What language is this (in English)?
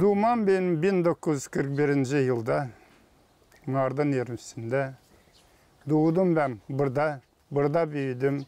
Gagauz